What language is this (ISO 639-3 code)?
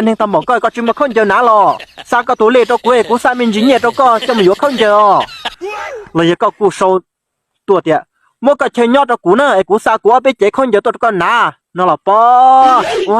hmn